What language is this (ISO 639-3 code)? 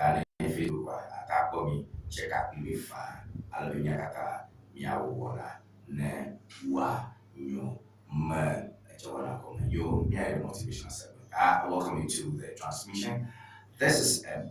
ewe